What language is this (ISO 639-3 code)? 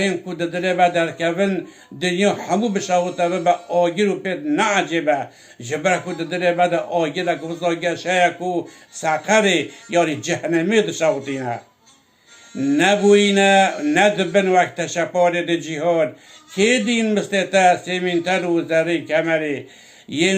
kur